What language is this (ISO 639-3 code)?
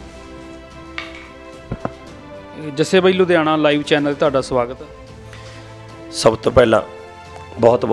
pan